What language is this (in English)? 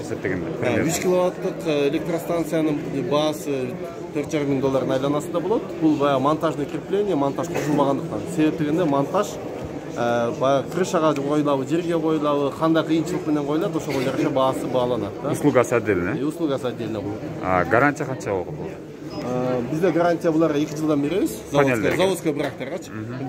Kyrgyz